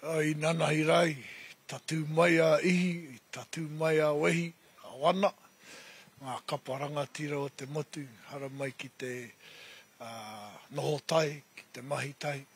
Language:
Māori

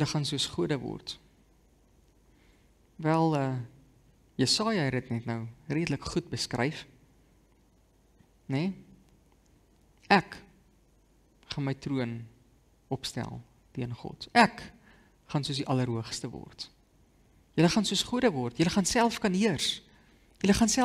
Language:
Afrikaans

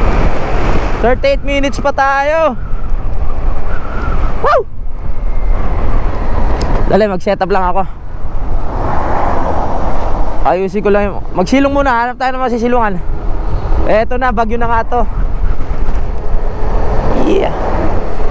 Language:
Filipino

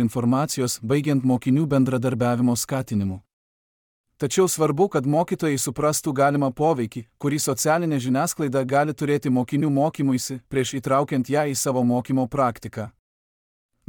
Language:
Lithuanian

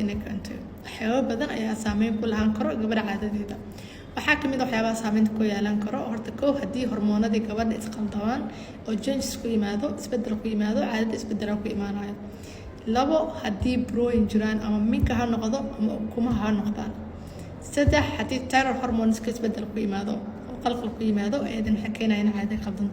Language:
Somali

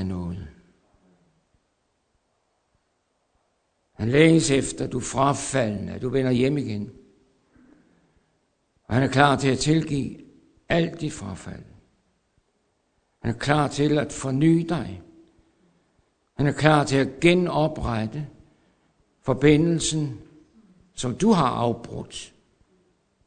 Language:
Danish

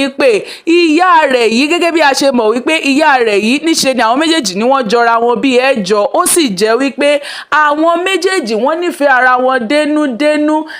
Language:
Yoruba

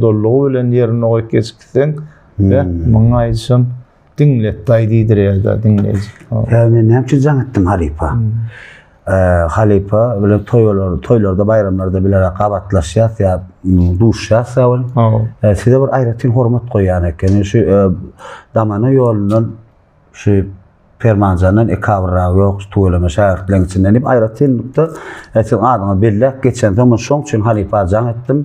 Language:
Turkmen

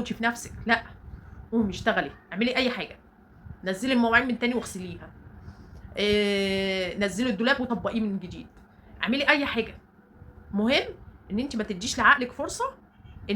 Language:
Egyptian Arabic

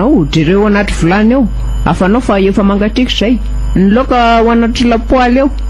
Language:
Malagasy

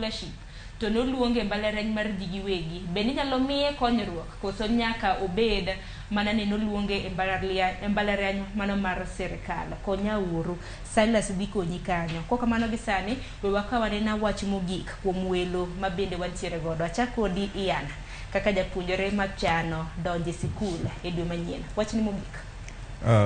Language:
Luo (Kenya and Tanzania)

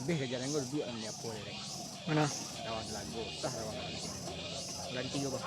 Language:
Minangkabau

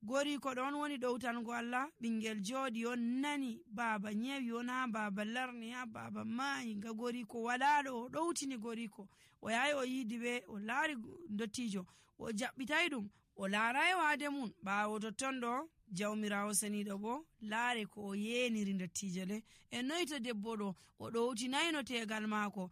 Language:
Nigerian Fulfulde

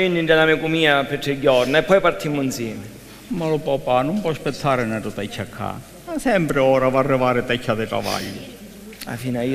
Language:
Sicilian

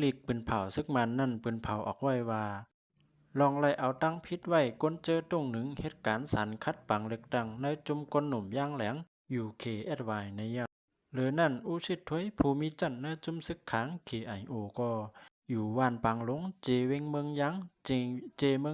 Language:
Shan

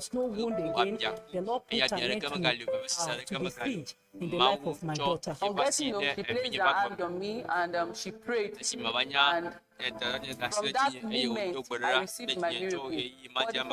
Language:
Ewe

